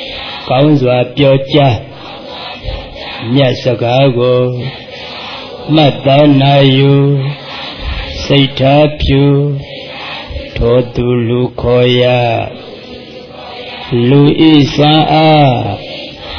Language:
Burmese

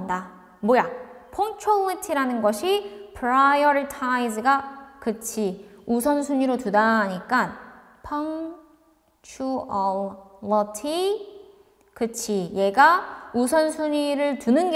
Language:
Korean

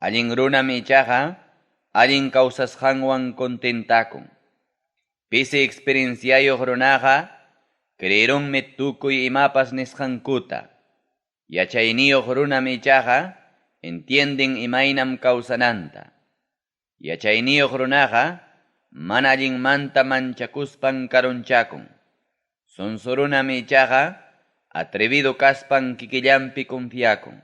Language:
Ayacucho Quechua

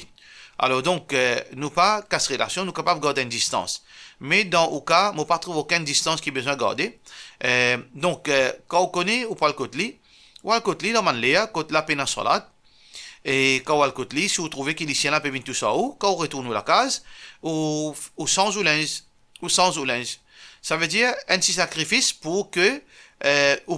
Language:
Morisyen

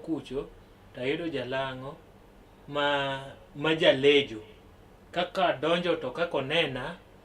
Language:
Luo (Kenya and Tanzania)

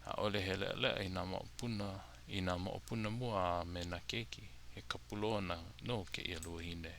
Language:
Hawaiian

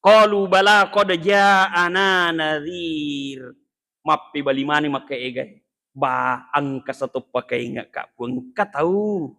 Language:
Buginese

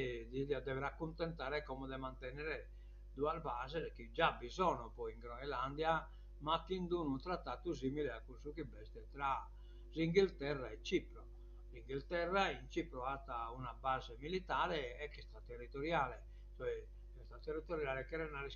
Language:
Sardinian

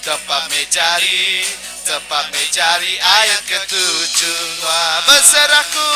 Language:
Iban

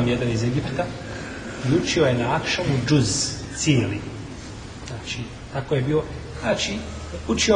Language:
Bosnian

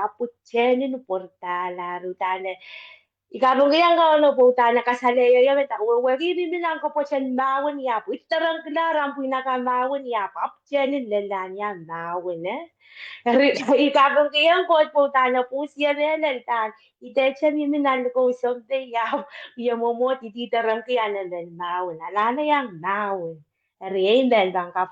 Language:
Pohnpeian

